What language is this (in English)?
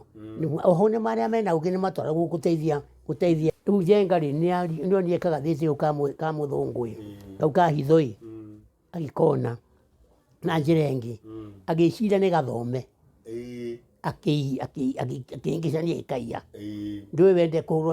Kikuyu